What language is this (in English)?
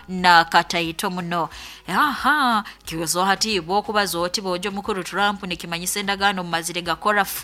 Nyoro